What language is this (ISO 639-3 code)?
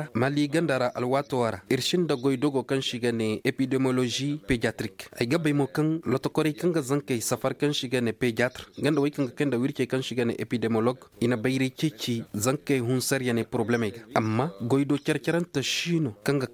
ses